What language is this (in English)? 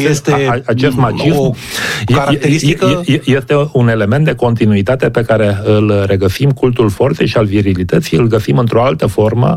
Romanian